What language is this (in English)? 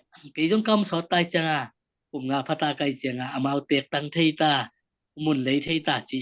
Tedim Chin